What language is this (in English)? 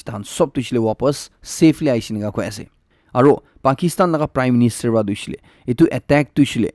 Naga Pidgin